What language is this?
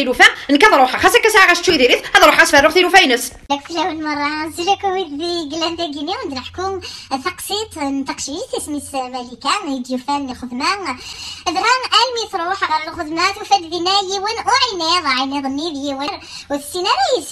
Kabyle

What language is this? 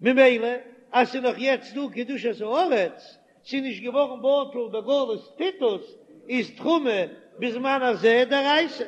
Yiddish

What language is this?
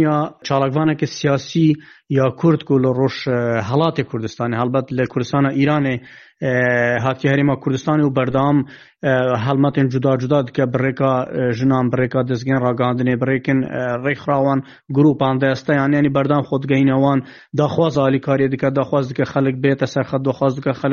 Kurdish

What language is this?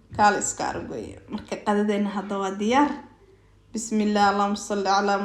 Somali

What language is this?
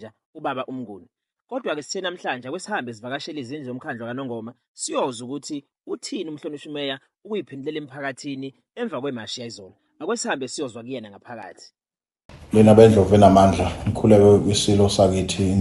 Zulu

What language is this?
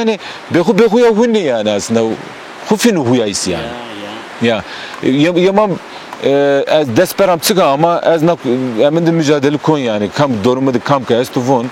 Zaza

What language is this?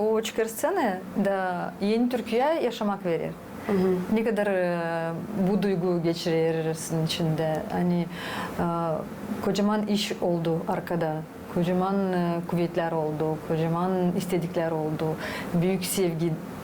Gagauz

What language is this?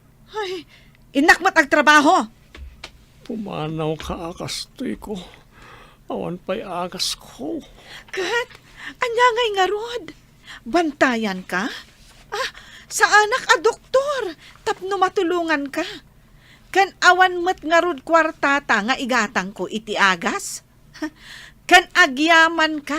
Iloko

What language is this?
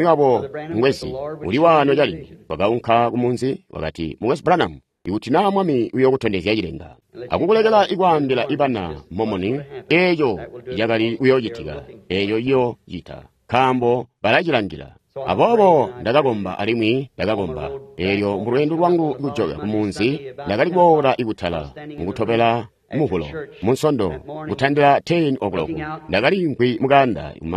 Tonga (Zambia)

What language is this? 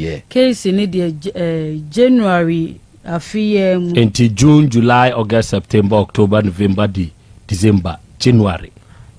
Akan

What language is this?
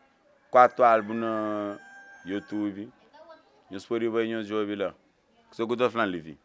Kabuverdianu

